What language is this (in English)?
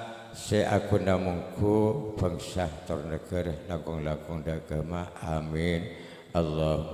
Madurese